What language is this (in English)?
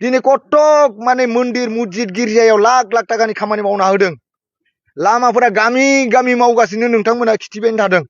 Bodo